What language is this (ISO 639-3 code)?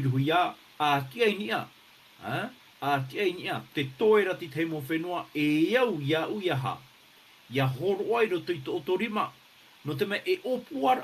tah